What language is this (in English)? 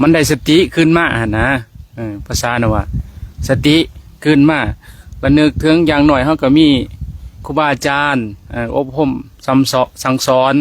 Lao